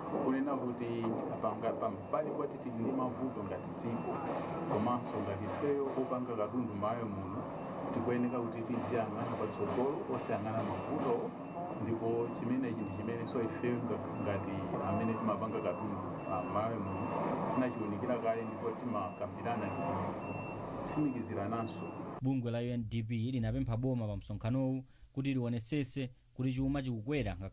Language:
Nyanja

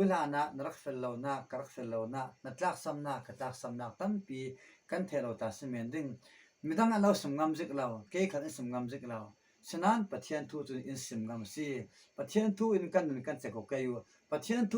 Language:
Falam Chin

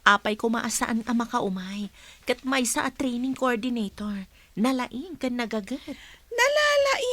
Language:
Iloko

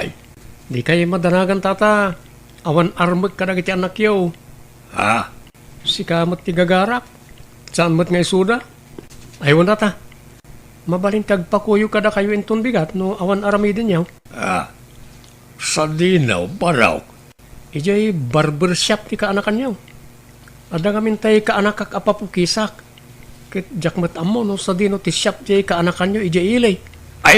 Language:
Iloko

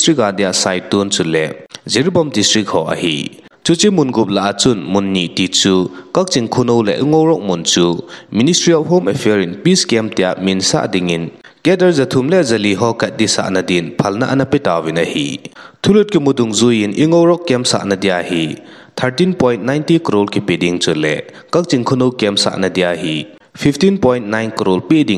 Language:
Thado Chin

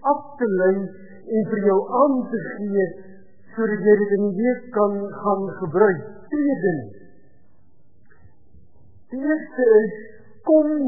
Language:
Afrikaans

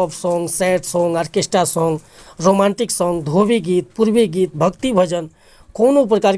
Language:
Bhojpuri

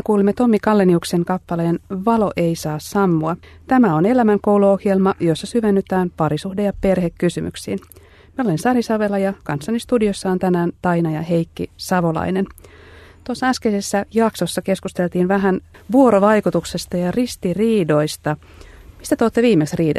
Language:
Finnish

